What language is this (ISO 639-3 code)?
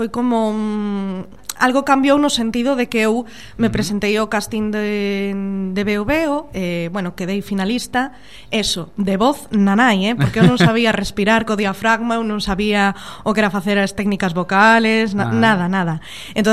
glg